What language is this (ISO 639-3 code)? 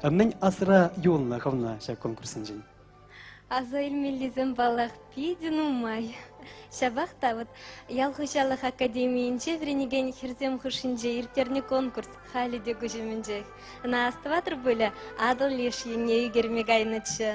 chv